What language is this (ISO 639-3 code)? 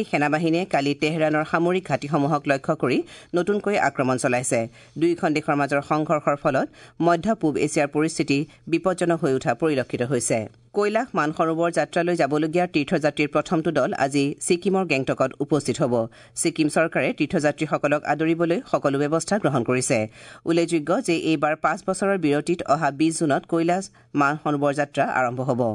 asm